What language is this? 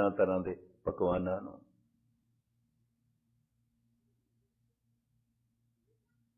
Punjabi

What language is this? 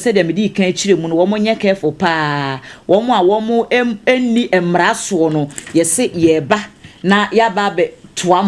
Akan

